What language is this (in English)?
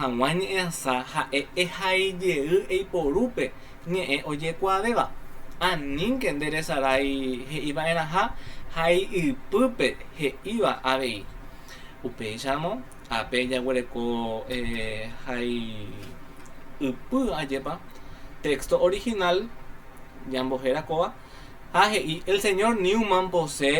Guarani